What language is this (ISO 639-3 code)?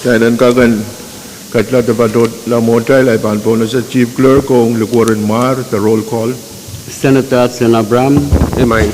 pon